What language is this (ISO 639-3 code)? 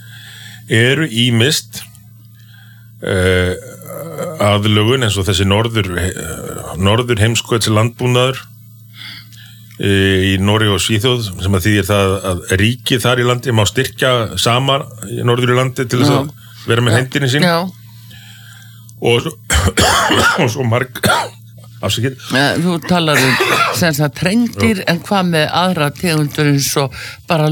isl